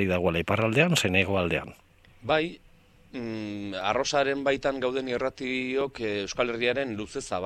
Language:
Basque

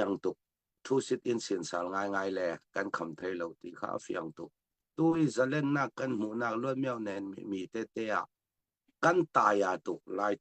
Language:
Falam Chin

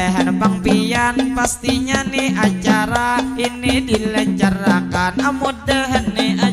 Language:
Banjar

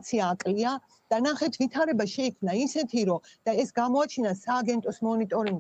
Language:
Georgian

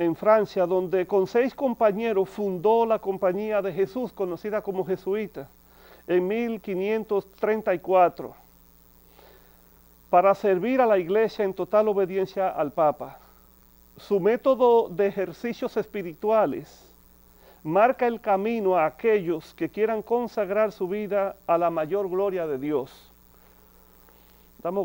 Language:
Spanish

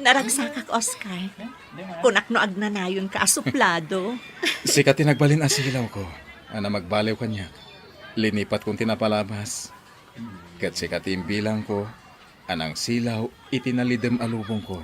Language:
Iloko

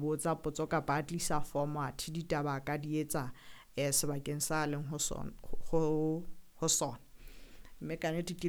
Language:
Southern Sotho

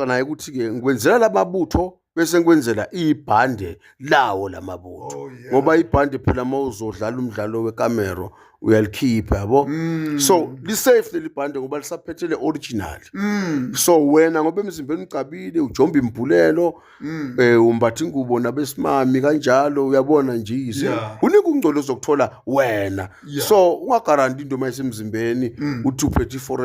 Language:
Zulu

